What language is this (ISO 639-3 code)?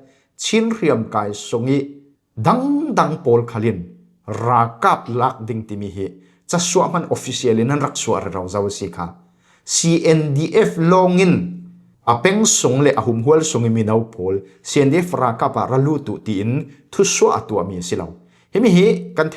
cfm